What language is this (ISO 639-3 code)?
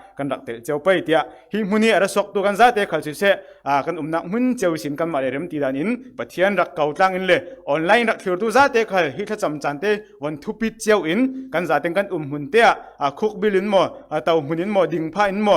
cfm